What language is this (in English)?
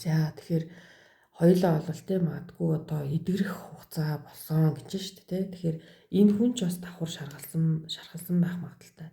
Mongolian